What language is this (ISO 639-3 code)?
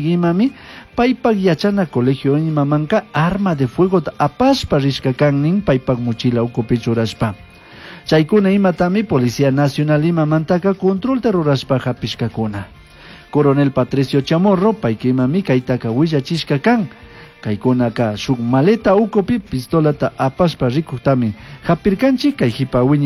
qug